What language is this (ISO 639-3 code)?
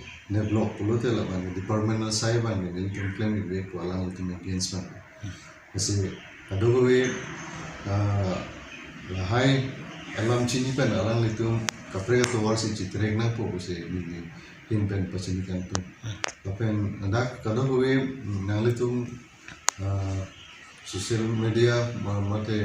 mjw